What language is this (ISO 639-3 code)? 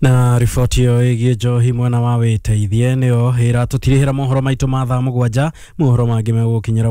kik